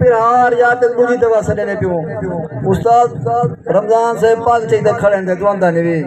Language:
Saraiki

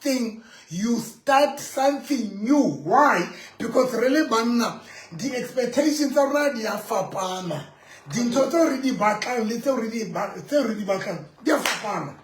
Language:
Southern Sotho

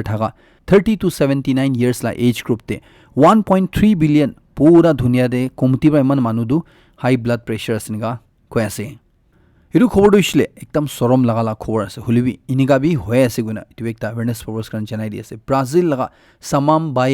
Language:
Naga Pidgin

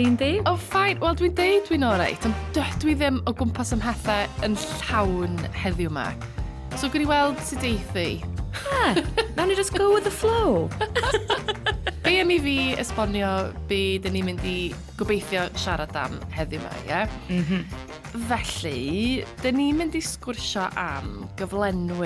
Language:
Welsh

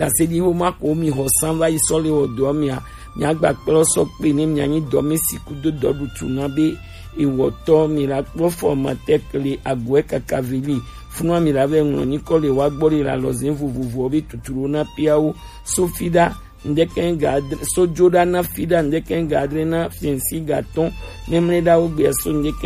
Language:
Gen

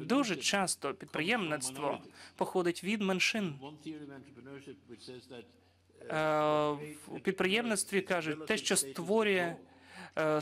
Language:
Ukrainian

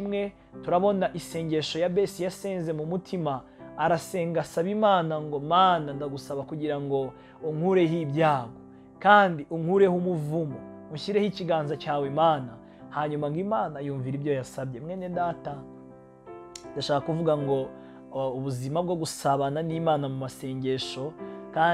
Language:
Kinyarwanda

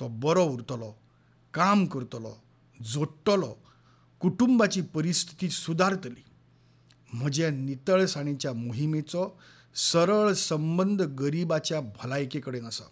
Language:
Konkani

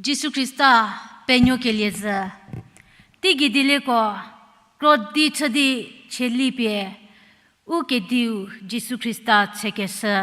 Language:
Angami Naga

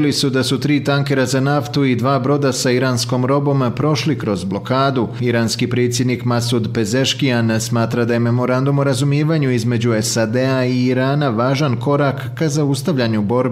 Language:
Bosnian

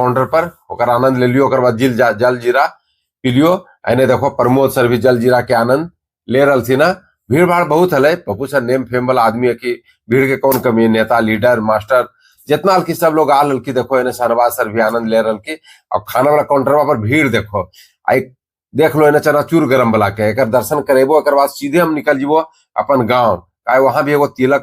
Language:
Magahi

